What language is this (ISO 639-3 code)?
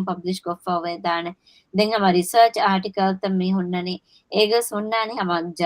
div